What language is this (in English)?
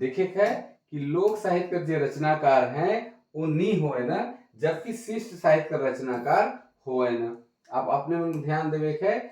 Sadri